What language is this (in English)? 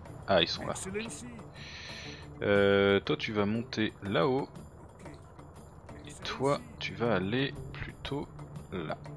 French